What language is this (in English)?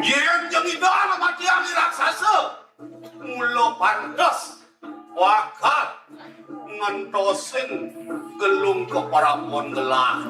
Balinese